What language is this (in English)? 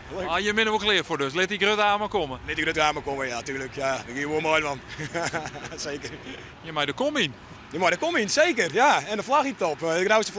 Western Frisian